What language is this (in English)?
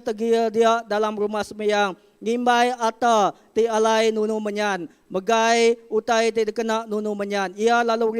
Iban